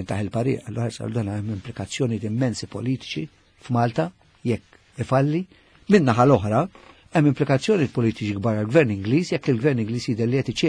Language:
Maltese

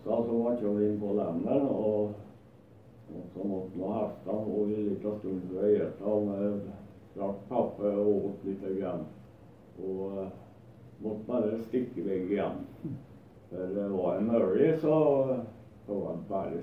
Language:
Norwegian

